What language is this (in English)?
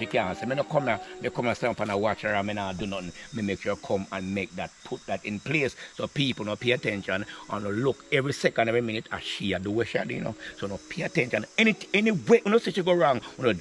Jamaican Creole English